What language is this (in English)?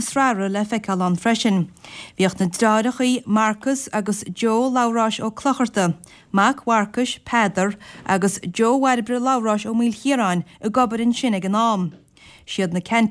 Irish